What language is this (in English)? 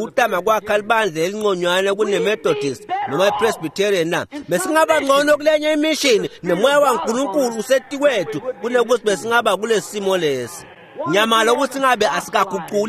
Swati